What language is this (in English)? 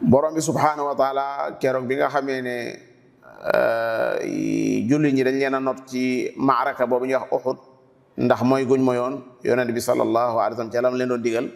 Wolof